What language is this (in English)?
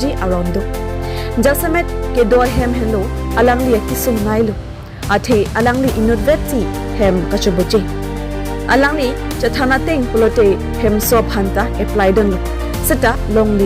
Karbi